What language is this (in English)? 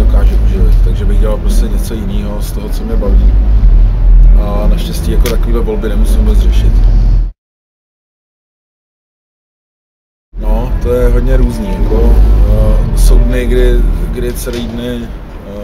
Czech